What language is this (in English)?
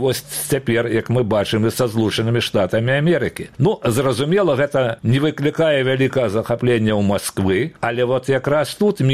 Belarusian